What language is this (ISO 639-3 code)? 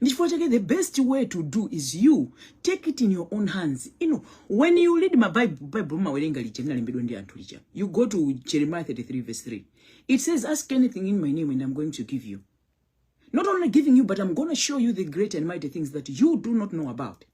nya